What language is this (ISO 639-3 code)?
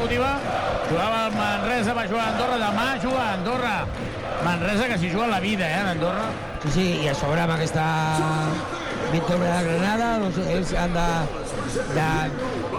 cat